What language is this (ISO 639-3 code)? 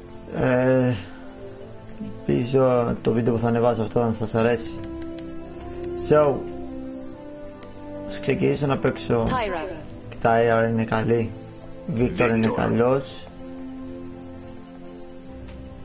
ell